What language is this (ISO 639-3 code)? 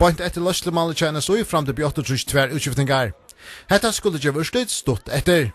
fao